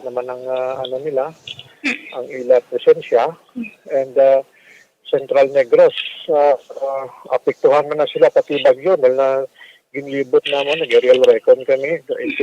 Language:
Hiligaynon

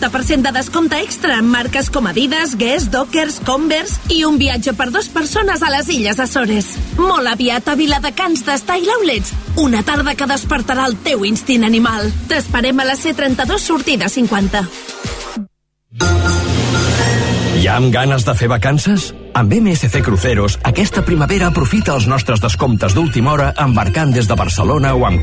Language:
Catalan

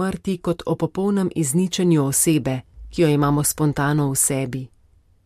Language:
Slovenian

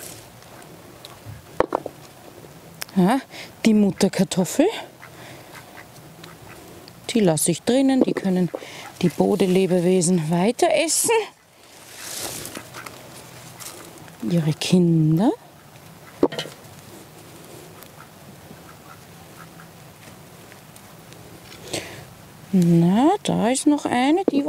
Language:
German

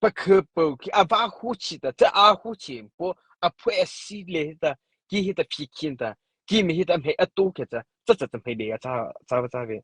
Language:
Mara Chin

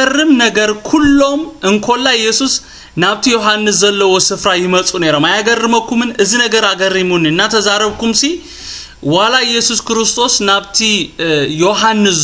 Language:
Tigrinya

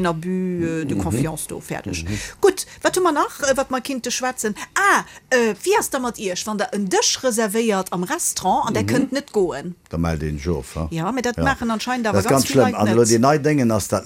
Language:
Luxembourgish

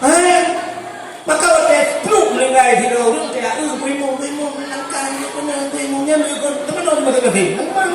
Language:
Achinese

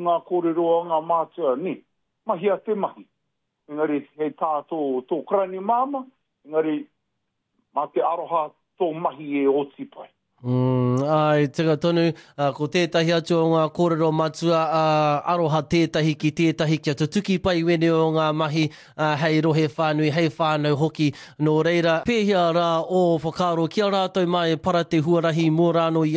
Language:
Māori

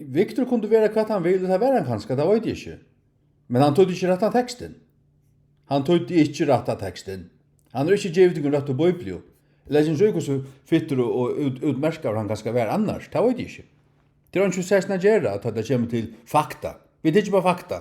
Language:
Faroese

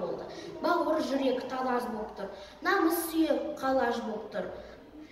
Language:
Kazakh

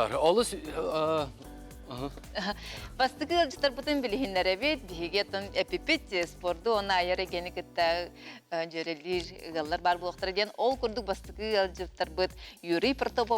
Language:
Yakut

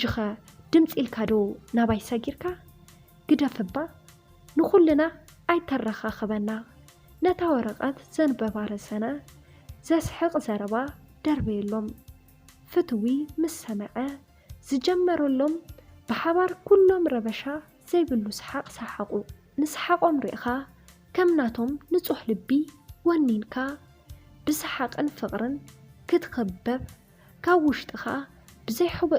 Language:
Tigrinya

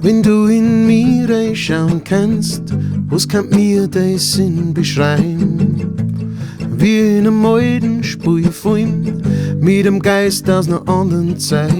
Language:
Bavarian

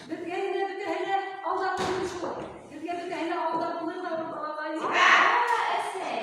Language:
Bashkir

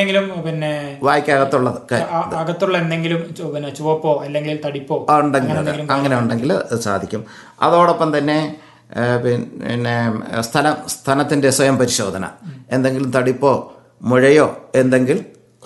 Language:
Malayalam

